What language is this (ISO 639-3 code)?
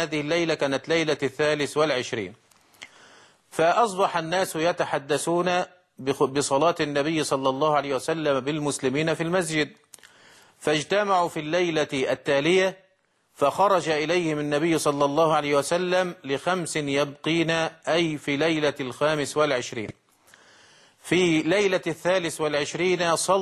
ara